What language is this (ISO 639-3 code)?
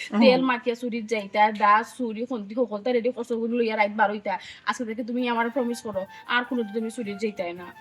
syl